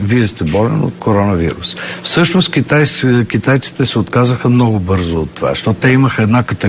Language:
Bulgarian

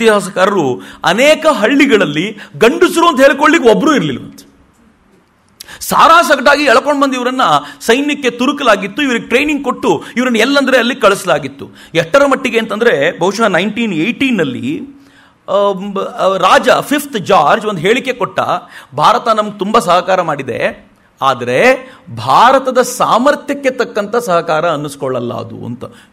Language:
Kannada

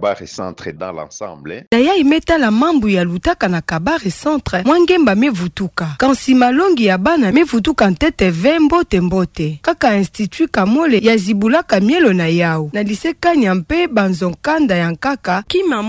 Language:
Kituba (Democratic Republic of Congo)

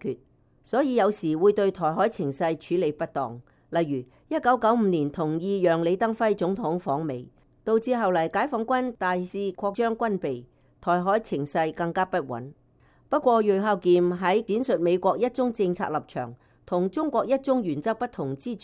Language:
Cantonese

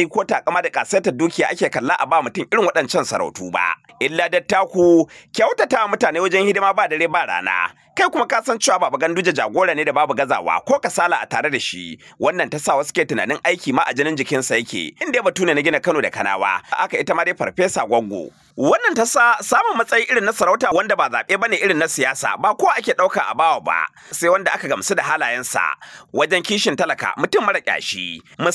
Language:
Hausa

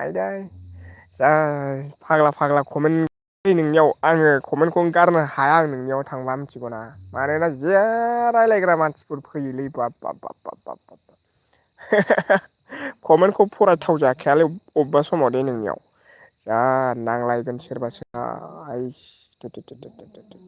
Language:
Bodo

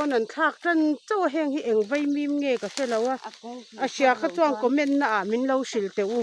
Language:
Mizo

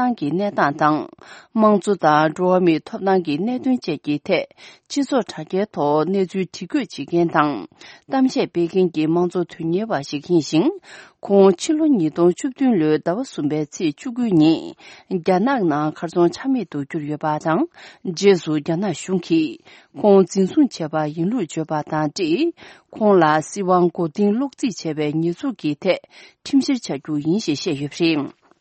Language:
Tibetan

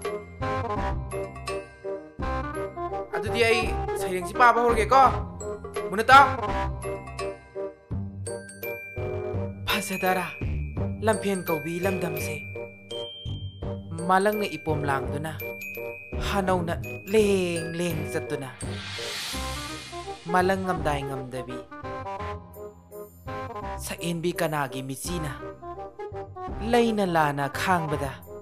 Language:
Manipuri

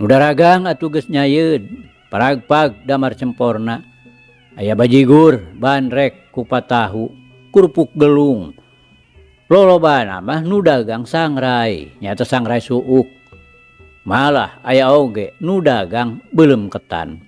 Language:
Sundanese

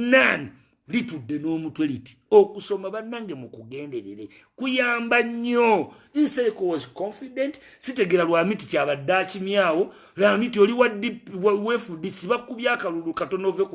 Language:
Ganda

